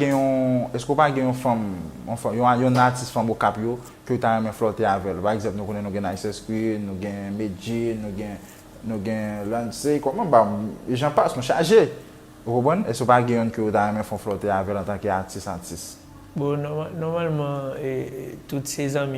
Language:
Haitian Creole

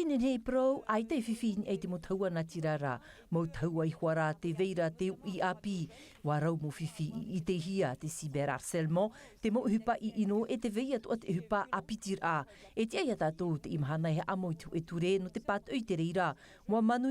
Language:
Tahitian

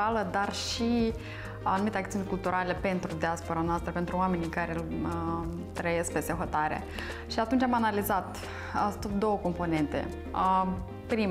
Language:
Romanian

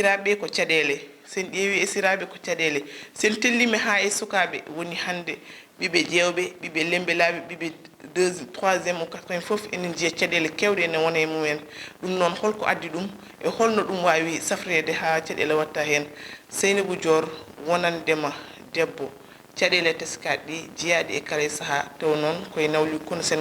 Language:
Fula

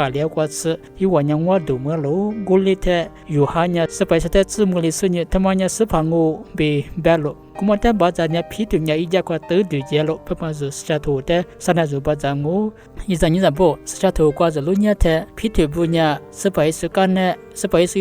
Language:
Lisu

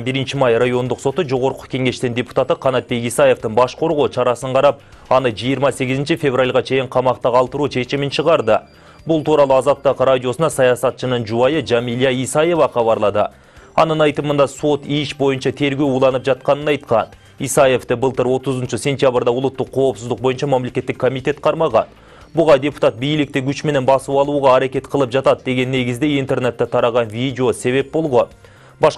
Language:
Kyrgyz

